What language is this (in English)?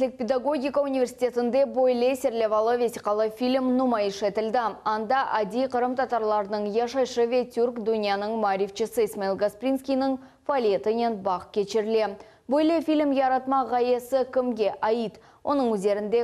Crimean Tatar